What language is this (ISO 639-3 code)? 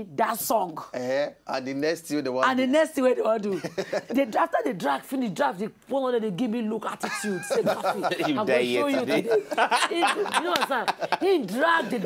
pcm